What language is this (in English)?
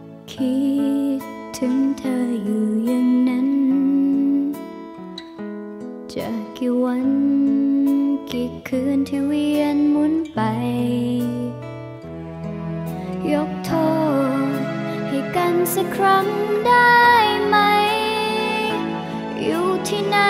Thai